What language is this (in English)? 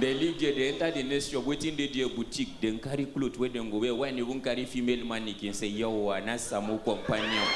Nigerian Pidgin